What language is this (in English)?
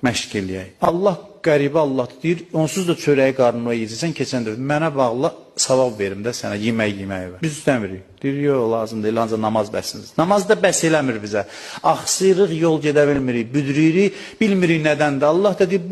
Azerbaijani